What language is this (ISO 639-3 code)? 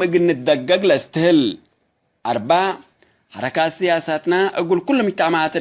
tig